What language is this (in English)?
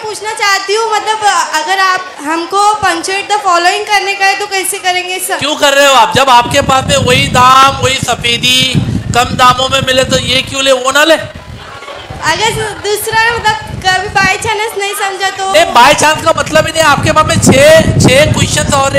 Hindi